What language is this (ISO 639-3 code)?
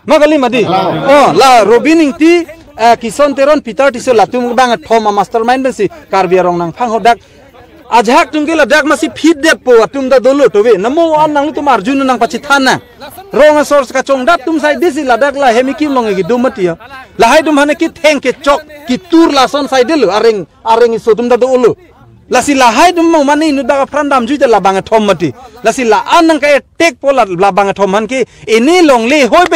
mjw